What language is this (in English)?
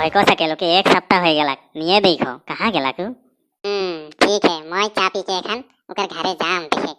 Sadri